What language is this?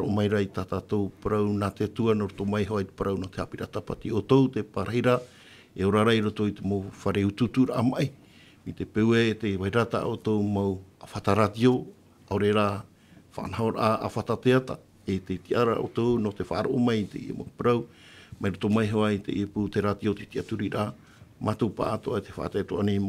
Tahitian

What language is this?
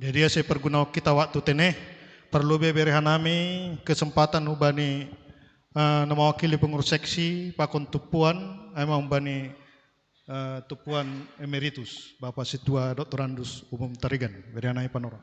Batak Simalungun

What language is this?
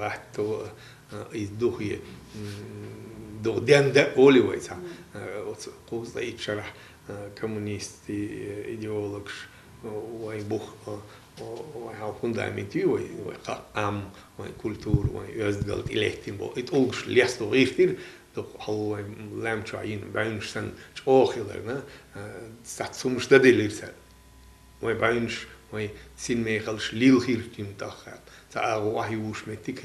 Chechen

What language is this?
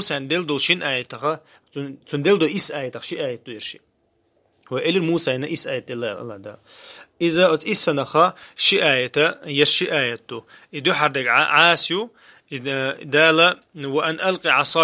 Chechen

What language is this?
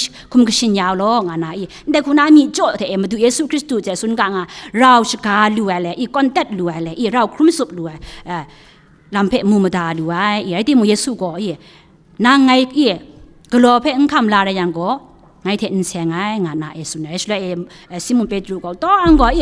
Kachin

